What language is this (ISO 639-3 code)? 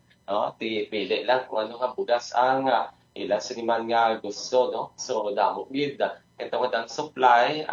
hil